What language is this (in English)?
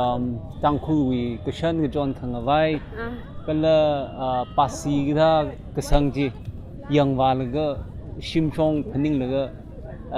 Tangkhul Naga (India)